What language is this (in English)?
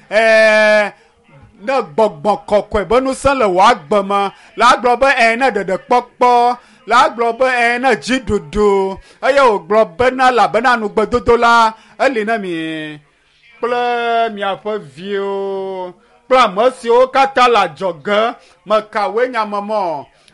Ewe